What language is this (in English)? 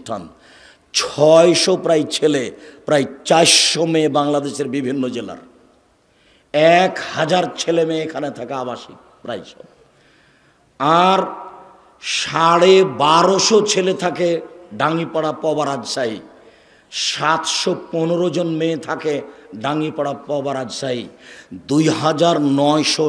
Bangla